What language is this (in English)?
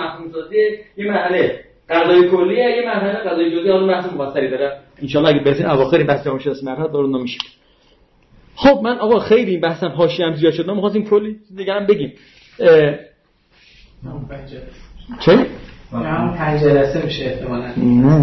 Persian